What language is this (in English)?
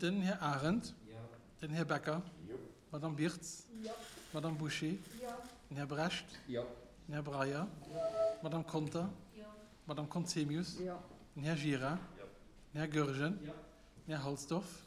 Luxembourgish